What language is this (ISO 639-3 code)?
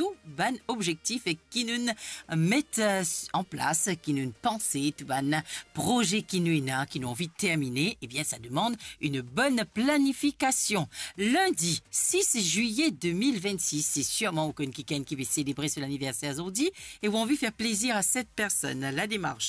mfe